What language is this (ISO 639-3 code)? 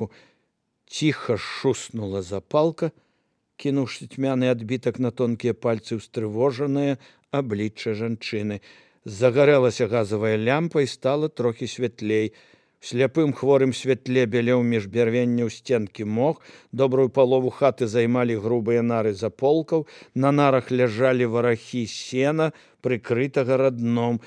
bel